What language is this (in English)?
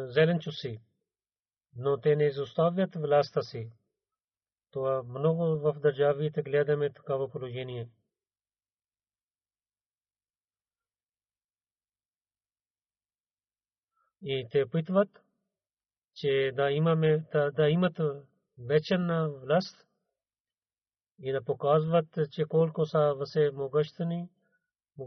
Bulgarian